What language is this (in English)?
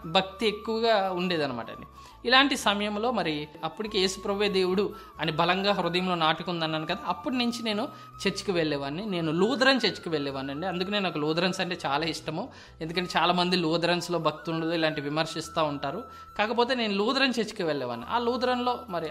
Telugu